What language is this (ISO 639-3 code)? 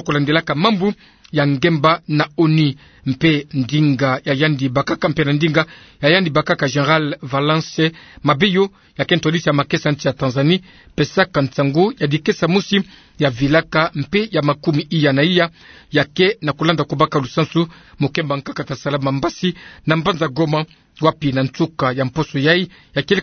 ktu